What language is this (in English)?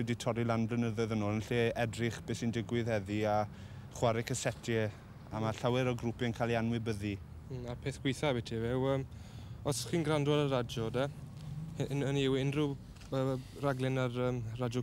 Welsh